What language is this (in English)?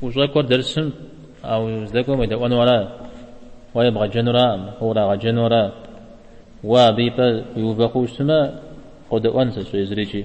Kabardian